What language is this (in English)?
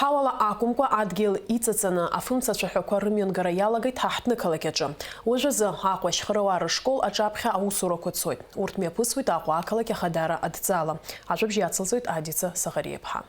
Abkhazian